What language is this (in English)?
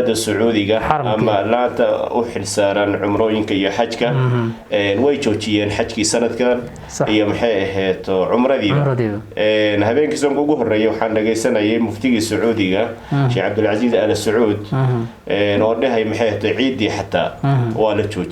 Somali